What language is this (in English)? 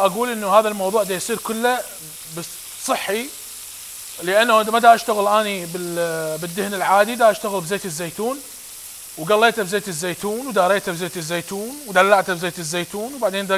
Mesopotamian Arabic